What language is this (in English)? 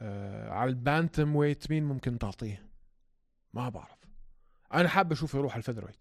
North Levantine Arabic